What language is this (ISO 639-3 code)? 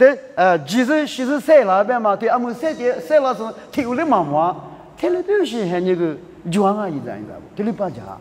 lis